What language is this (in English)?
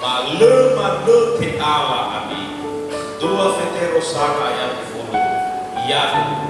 Nias